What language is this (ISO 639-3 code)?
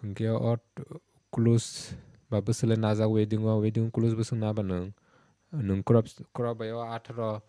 trp